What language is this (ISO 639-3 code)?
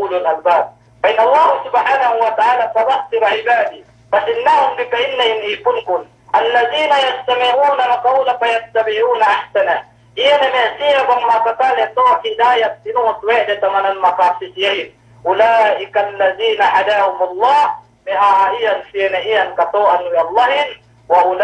yka